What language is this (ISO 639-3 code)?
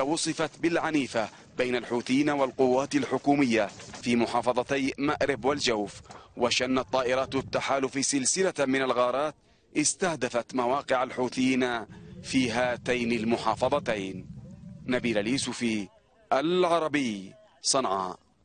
ara